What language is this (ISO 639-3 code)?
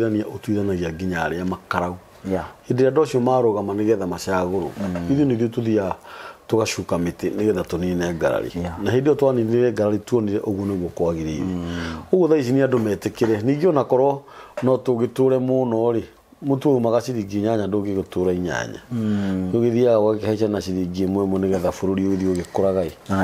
kik